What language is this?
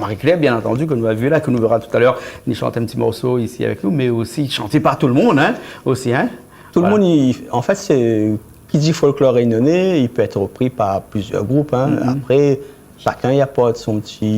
Réunion Creole French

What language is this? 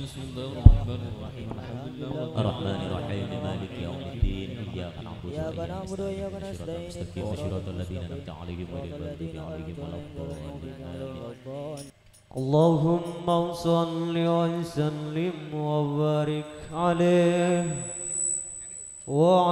Arabic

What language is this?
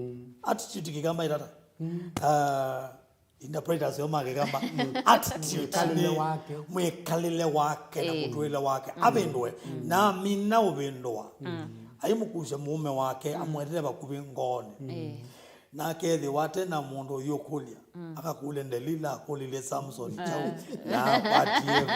Kamba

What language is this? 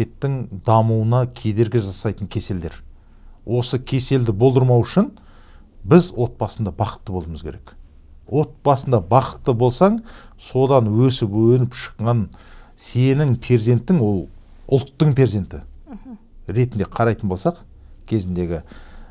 Kazakh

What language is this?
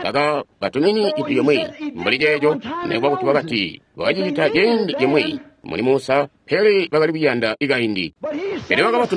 Tonga (Zambia)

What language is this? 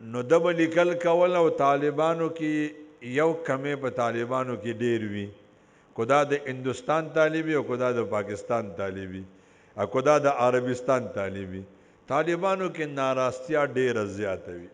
Pashto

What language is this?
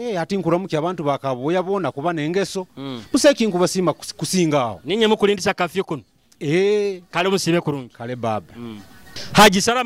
Nyoro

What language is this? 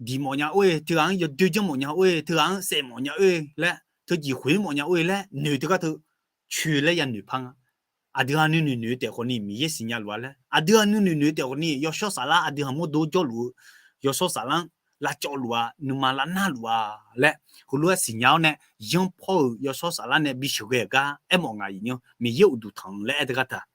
Akha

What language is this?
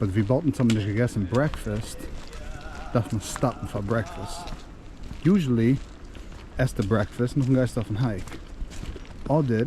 Yiddish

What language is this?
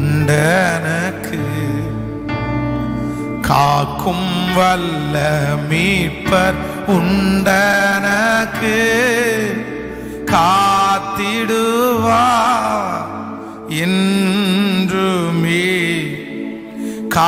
Tamil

